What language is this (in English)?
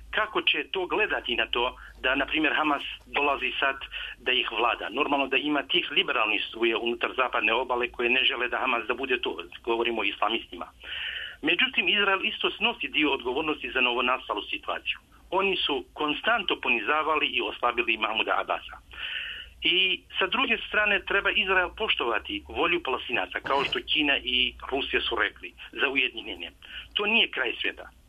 Serbian